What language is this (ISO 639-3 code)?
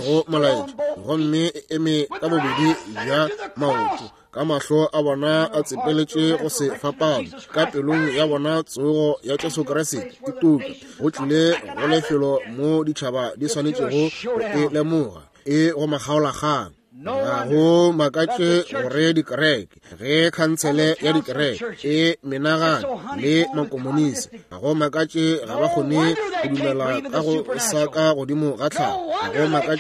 nso